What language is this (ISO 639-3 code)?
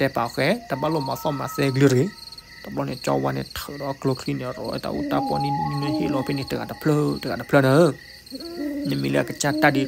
ksw